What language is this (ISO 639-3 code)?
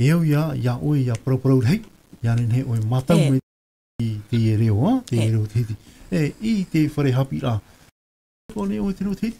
tah